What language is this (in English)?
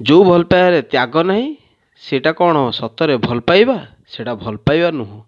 Odia